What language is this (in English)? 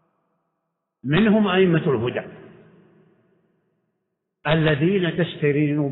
Arabic